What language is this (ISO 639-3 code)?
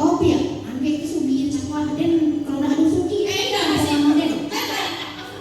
min